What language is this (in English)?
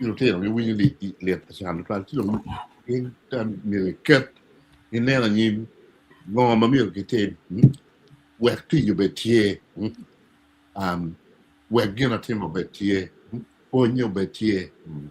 Acoli